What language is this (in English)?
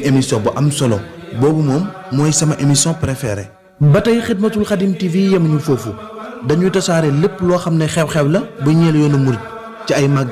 Wolof